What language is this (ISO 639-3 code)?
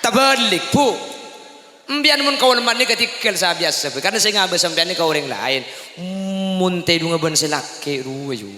mad